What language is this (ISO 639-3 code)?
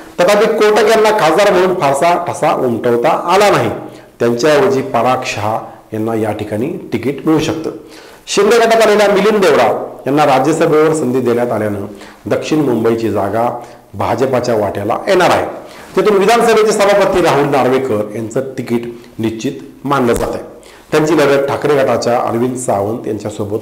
mar